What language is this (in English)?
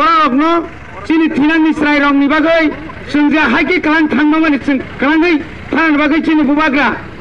Kok Borok